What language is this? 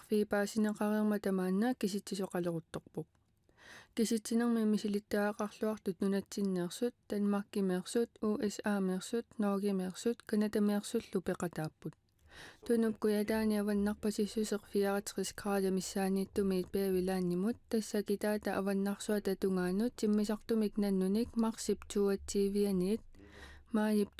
Kalaallisut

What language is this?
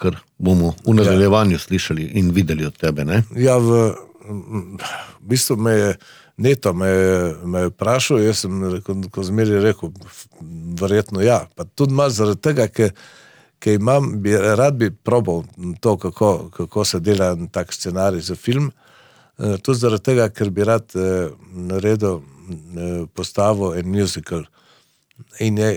Slovenian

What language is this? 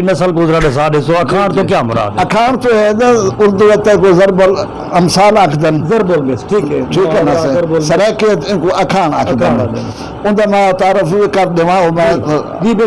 Saraiki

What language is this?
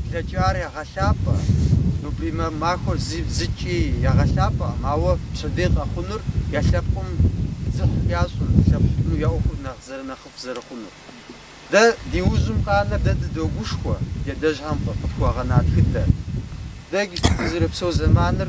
Kabardian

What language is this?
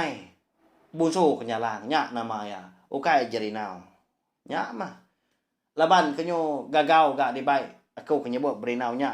Iban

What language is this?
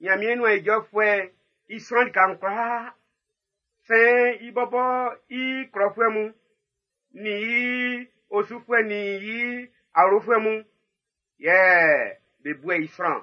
Baoulé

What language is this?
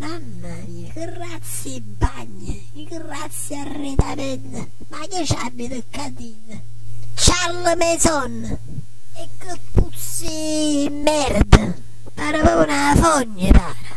Neapolitan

